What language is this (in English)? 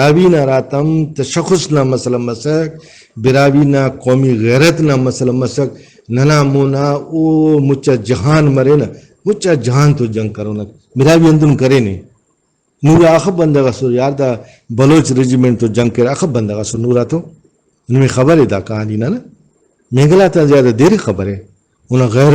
Brahui